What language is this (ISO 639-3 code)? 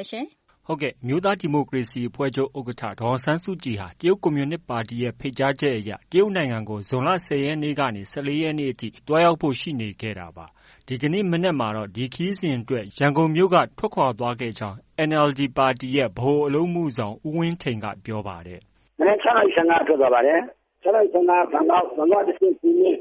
mya